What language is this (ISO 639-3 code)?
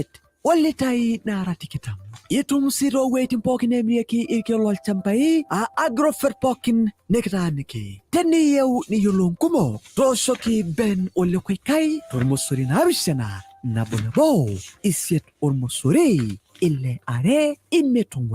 mas